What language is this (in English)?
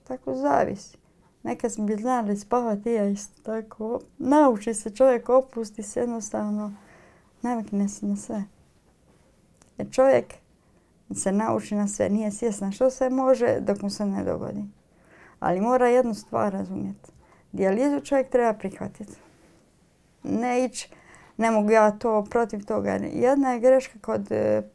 Croatian